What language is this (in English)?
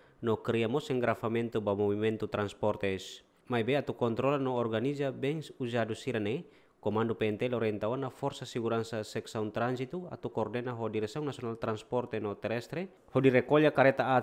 Tetum